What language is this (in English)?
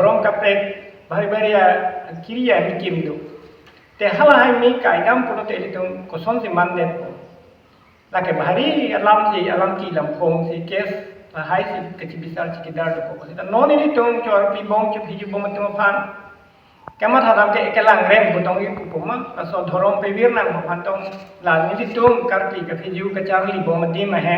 Karbi